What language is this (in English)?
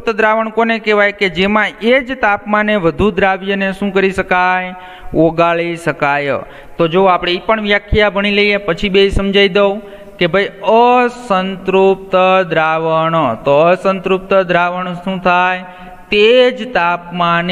Gujarati